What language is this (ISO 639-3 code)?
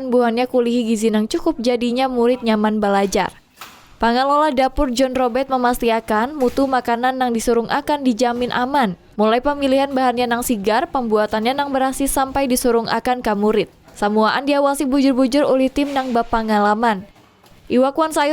bjn